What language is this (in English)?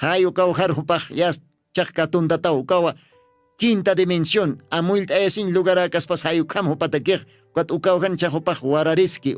Aymara